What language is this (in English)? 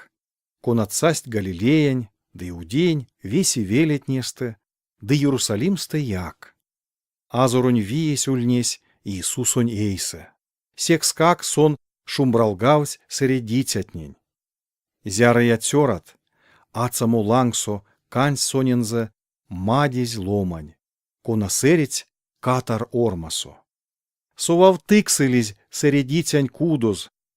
Erzya